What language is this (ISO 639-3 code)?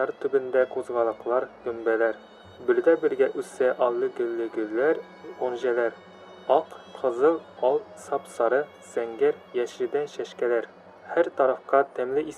tat